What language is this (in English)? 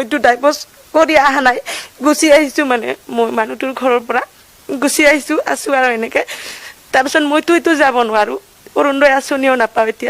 Assamese